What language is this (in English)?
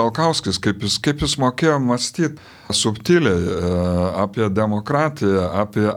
Lithuanian